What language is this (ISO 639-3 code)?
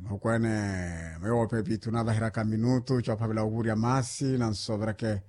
vmw